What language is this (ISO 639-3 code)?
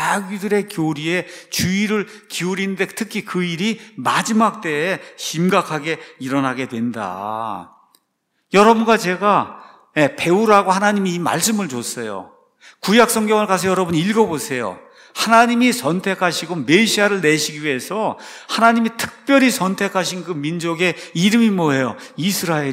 kor